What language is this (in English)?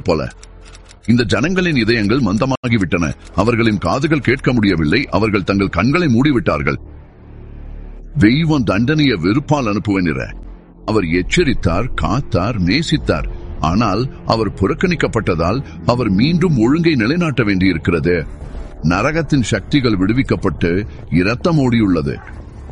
Tamil